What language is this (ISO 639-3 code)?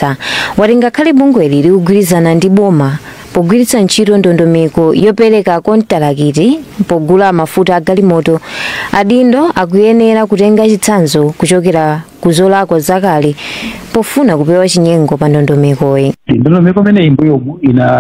nya